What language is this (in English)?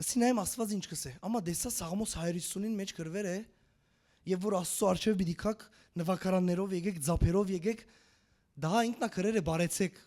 Western Armenian